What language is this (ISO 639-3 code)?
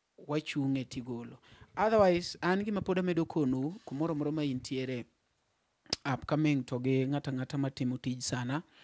luo